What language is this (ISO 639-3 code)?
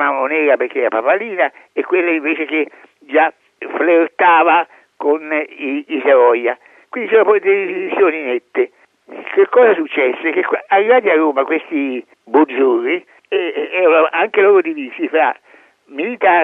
ita